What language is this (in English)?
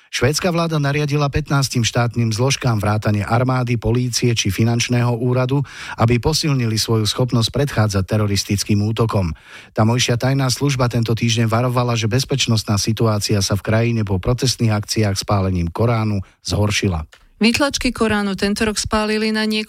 Slovak